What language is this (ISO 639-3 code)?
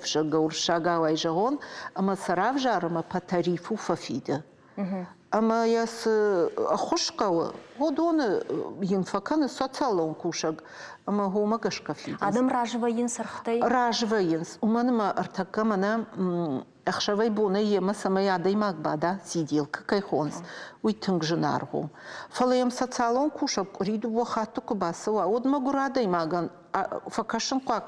oss